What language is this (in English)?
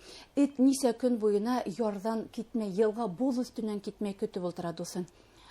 Bashkir